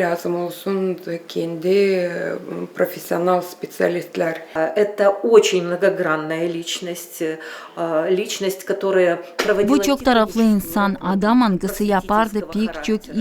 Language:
Gagauz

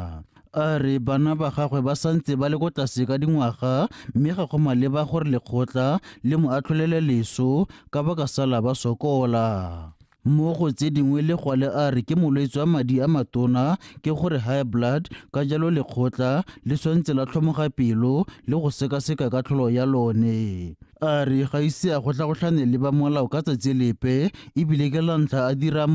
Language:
Tswana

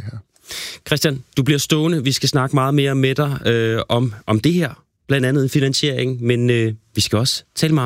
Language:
Danish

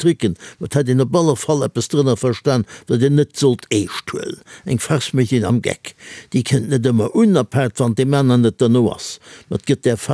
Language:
Luxembourgish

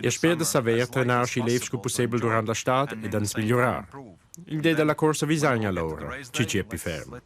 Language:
Romansh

